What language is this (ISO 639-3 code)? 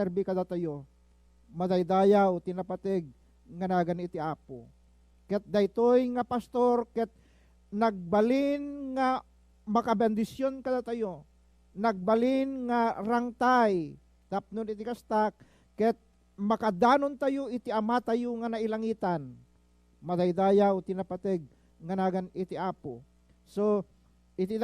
ilo